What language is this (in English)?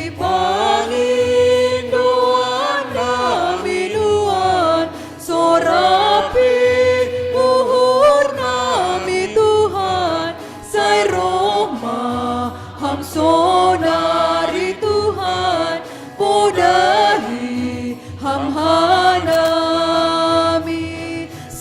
Batak Simalungun